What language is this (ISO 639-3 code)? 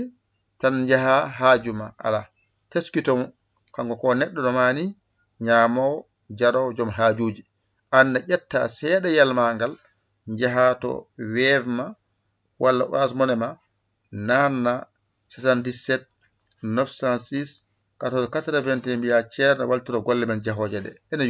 ful